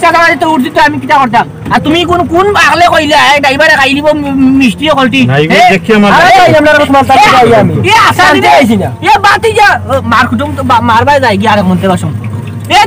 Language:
Sylheti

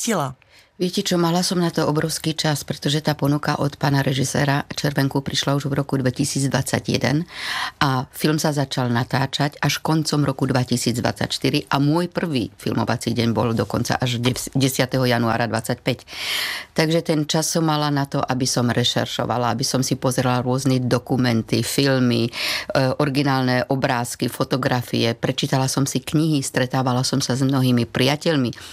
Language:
Slovak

